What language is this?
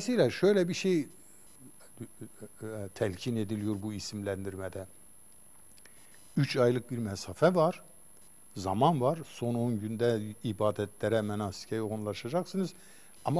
Turkish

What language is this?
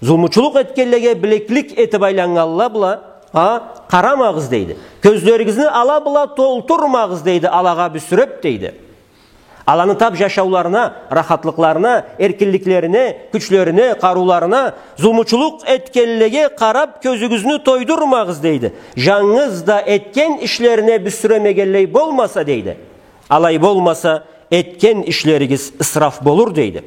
Karachay-Balkar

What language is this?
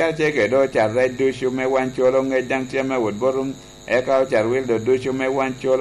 Lango (Uganda)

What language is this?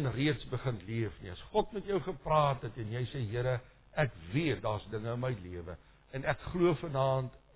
Afrikaans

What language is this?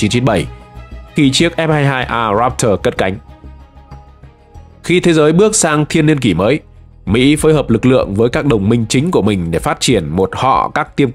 Vietnamese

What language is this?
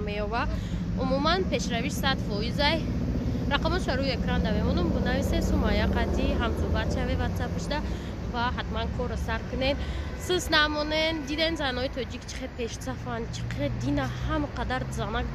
Tajik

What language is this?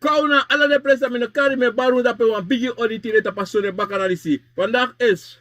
Sranan Tongo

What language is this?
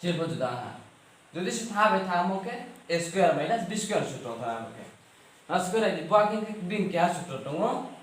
Riang (India)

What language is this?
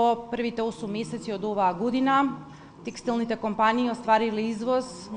Macedonian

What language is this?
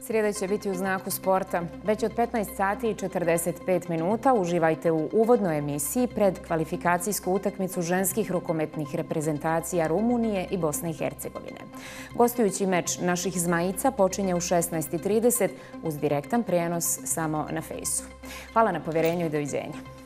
Bosnian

